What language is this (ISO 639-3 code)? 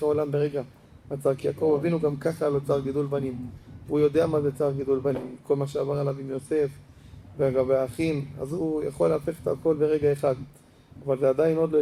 heb